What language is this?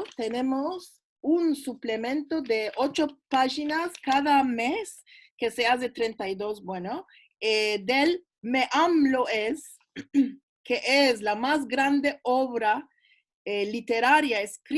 Ladino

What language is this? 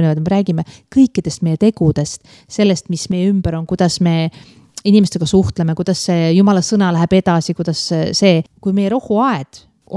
Estonian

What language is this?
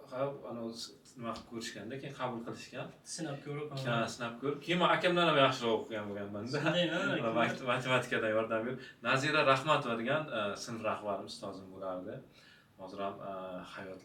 Uzbek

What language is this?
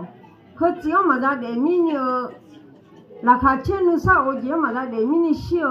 Akha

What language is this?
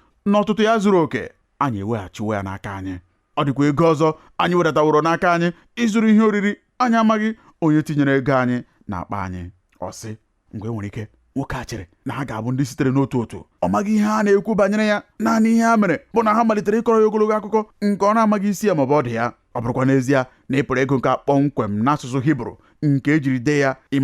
Igbo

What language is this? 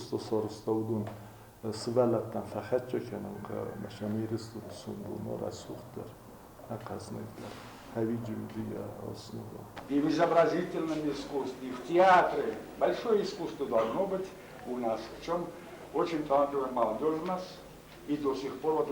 Ossetic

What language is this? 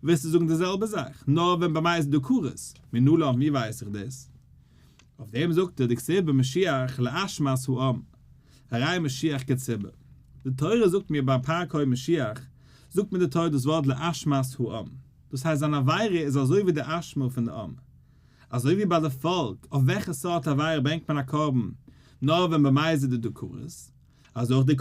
Yiddish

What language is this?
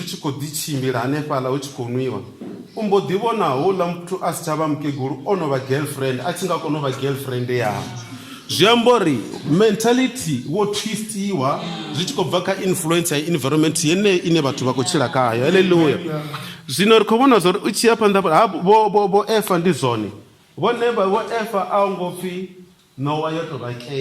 Venda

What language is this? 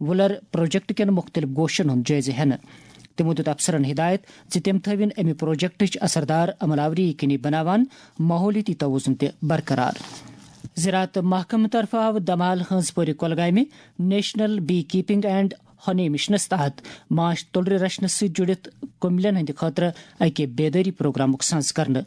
Kashmiri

